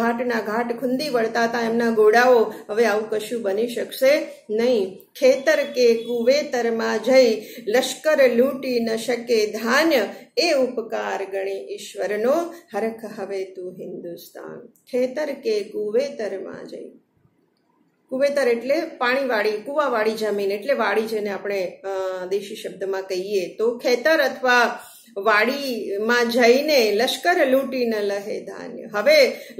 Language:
Gujarati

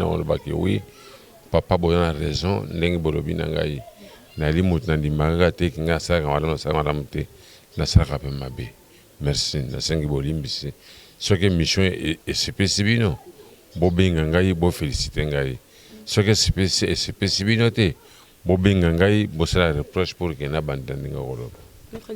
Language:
Lingala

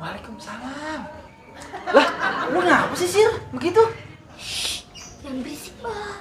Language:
Betawi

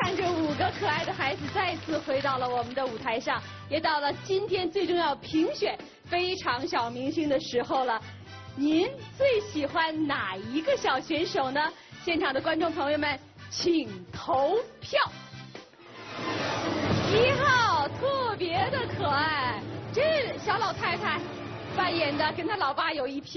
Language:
Chinese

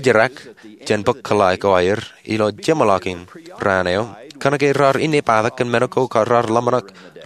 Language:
Marshallese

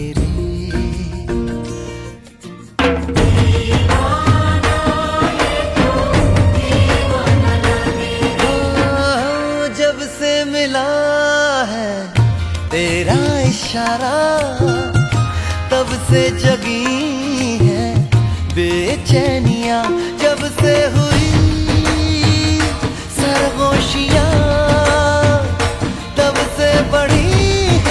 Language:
Hindi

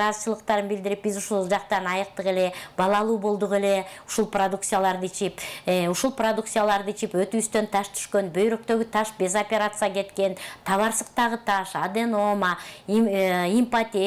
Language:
Kyrgyz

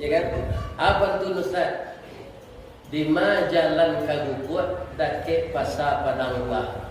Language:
Minangkabau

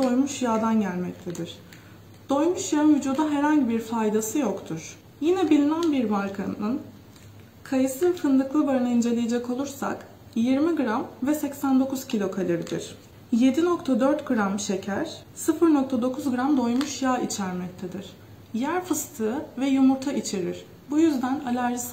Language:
Turkish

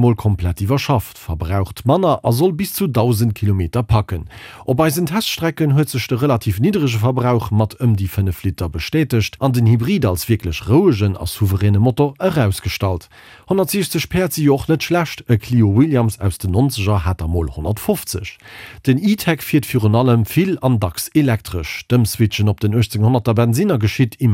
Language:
Luxembourgish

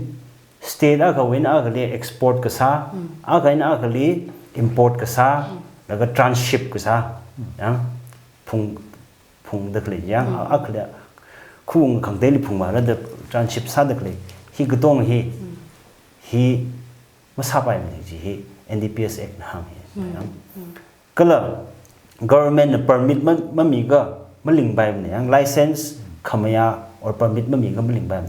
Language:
Tangkhul Naga (India)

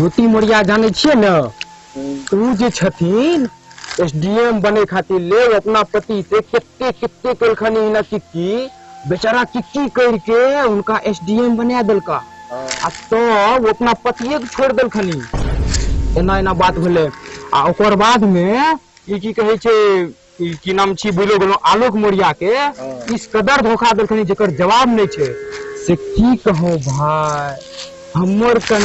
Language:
Maithili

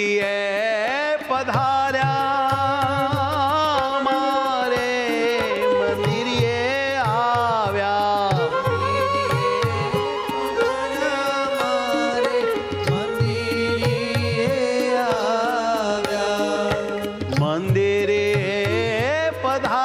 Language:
Gujarati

